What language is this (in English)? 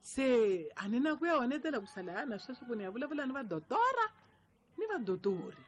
Tsonga